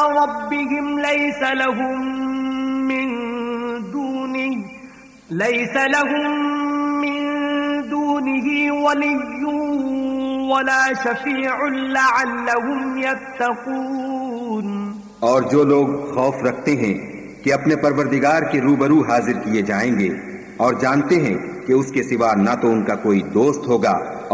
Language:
Urdu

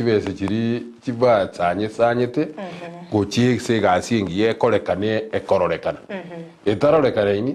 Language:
Gusii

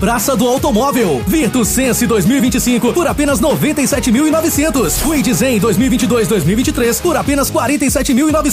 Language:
Portuguese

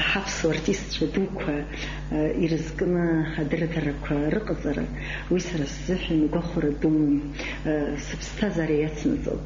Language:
Abkhazian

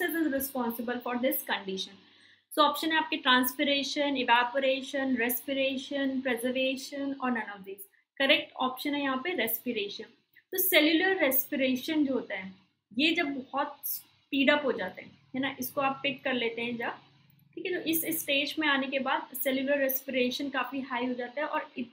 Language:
Hindi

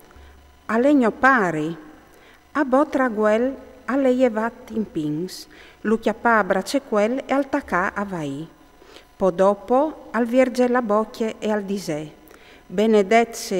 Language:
Friulian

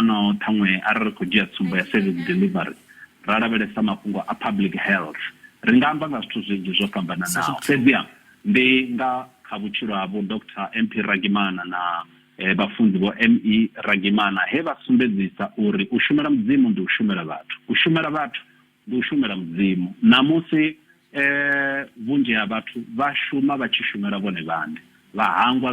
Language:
Venda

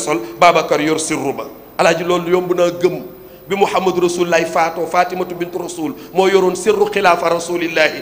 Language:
Wolof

